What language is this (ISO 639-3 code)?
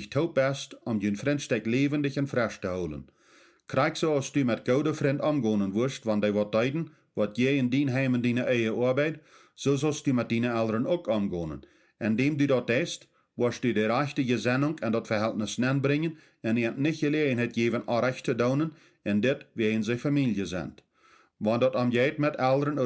pdt